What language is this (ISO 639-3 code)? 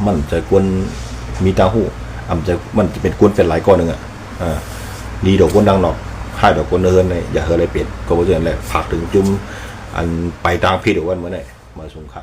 shn